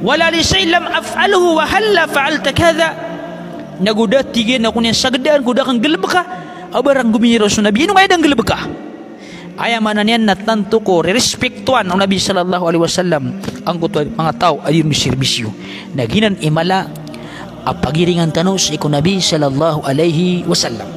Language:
Maranao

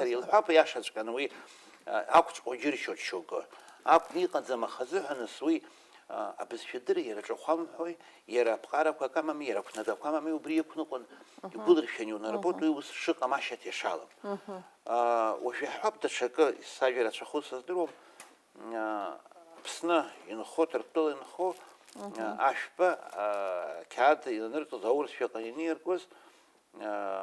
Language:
Abkhazian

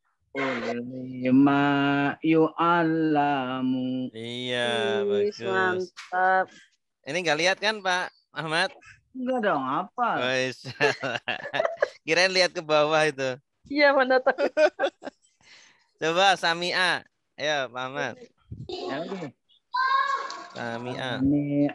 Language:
Indonesian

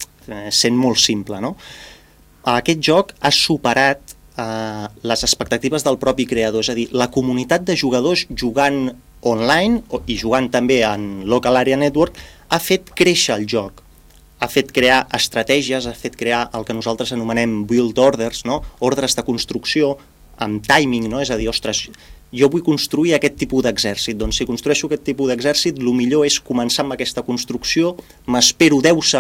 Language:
Catalan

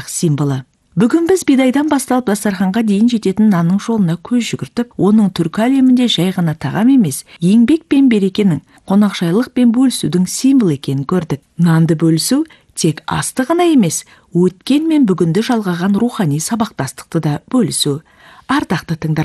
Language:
Kazakh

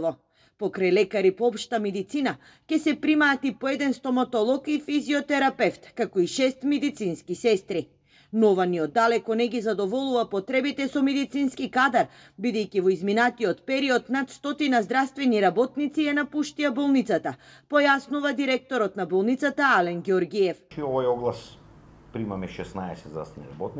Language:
Macedonian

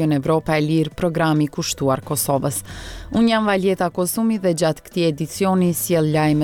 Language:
Albanian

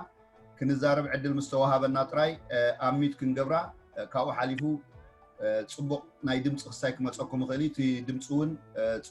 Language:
Tigrinya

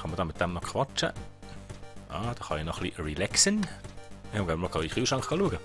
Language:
Swiss German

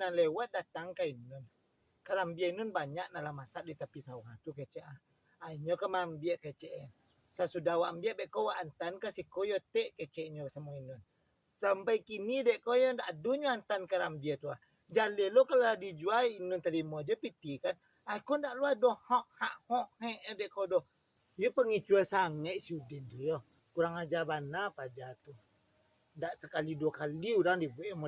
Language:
Minangkabau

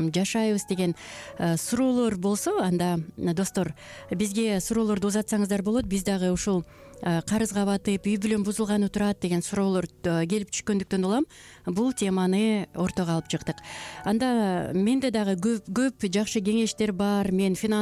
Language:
Kyrgyz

